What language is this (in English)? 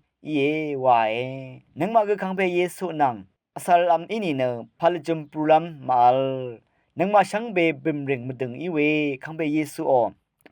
Rawang